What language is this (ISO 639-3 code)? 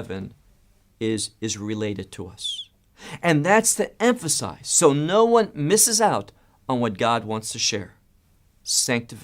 eng